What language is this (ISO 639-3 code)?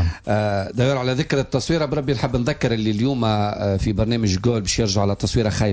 aeb